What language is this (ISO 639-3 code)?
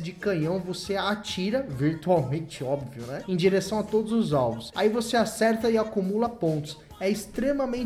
por